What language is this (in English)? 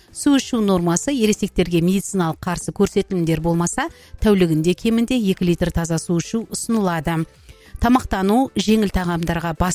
Kazakh